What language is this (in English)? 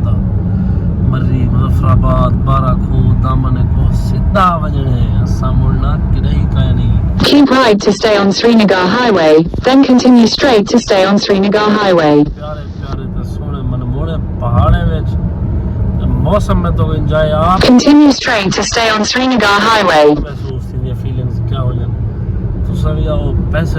Saraiki